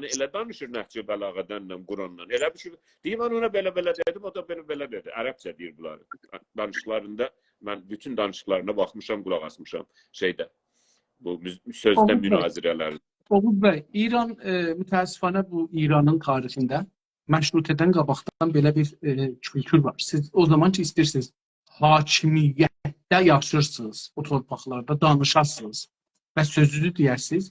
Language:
South Azerbaijani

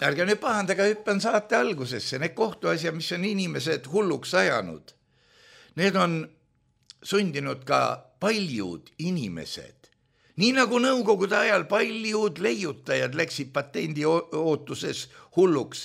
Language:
Estonian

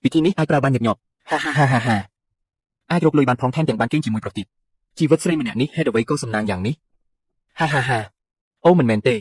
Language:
Khmer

